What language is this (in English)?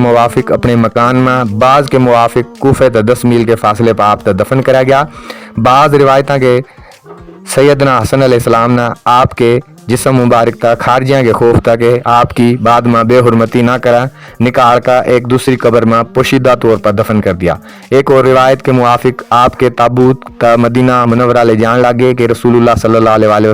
Haryanvi